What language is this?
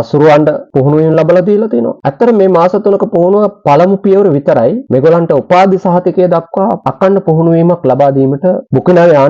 Sinhala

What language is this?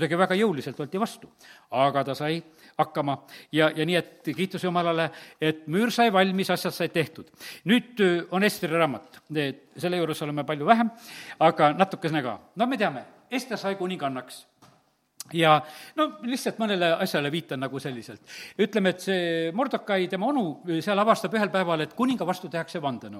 Estonian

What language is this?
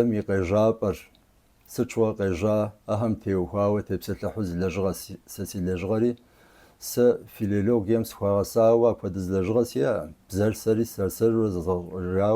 Kabardian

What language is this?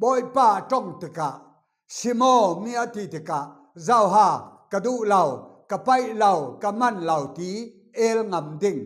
Falam Chin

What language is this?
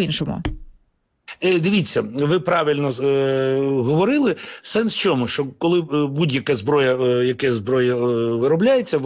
Ukrainian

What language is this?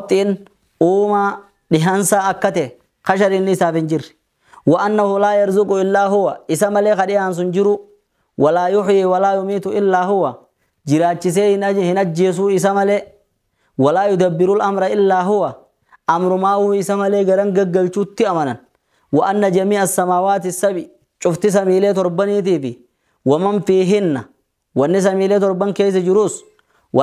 Oromo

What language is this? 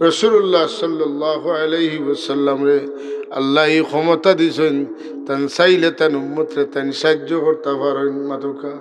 Sylheti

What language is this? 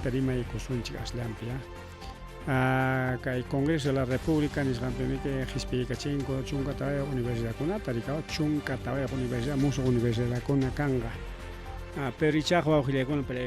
Ayacucho Quechua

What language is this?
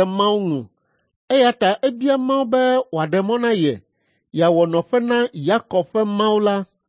Ewe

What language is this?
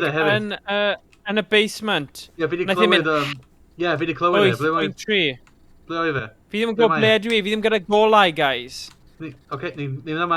Welsh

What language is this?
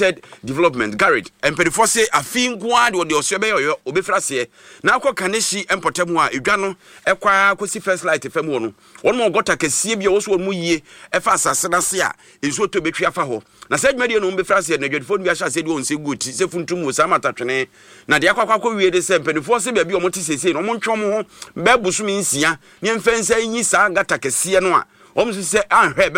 Akan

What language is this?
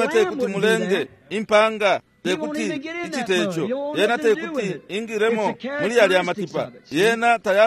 Bemba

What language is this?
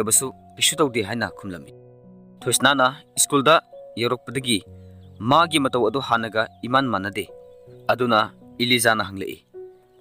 Manipuri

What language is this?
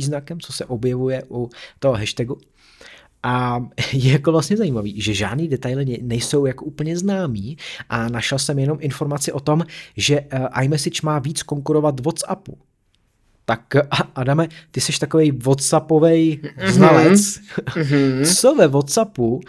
Czech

